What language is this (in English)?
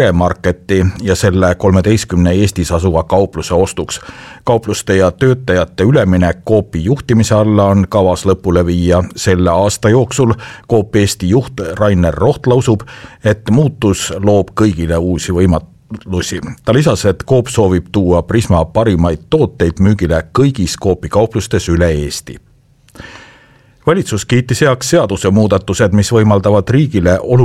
Estonian